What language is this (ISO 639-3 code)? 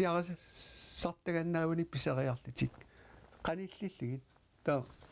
kal